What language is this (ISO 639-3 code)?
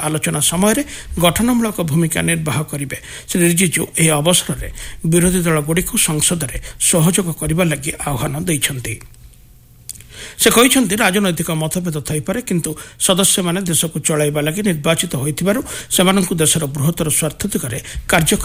ori